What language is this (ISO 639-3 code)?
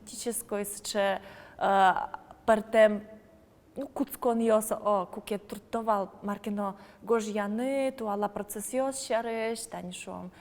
udm